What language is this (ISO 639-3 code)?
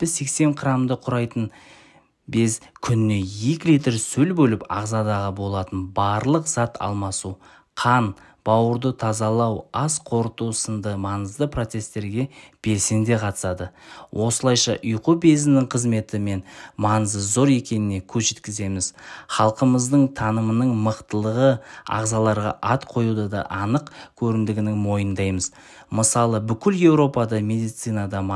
kaz